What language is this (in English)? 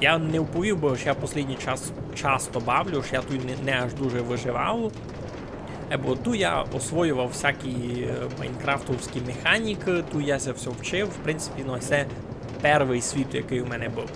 Rusyn